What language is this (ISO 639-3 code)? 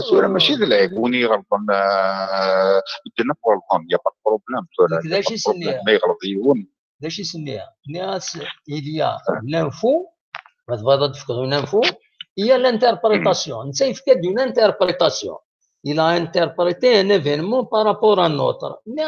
kab